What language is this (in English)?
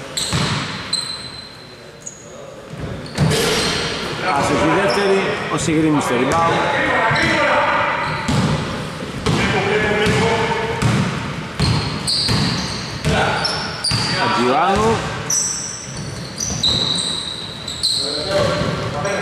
Greek